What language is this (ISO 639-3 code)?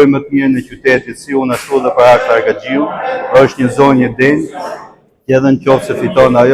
sqi